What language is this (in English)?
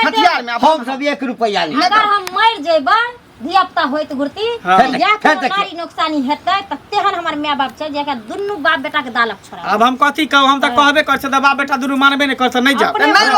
Maithili